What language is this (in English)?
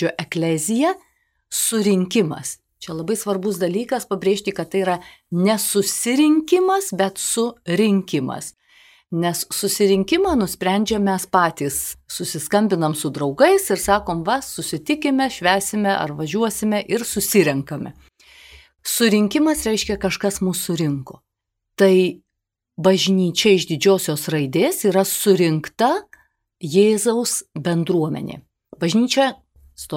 Lithuanian